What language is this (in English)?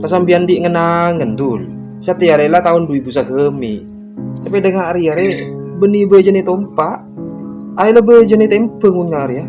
Madurese